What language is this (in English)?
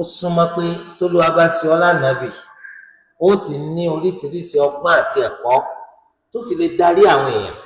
Yoruba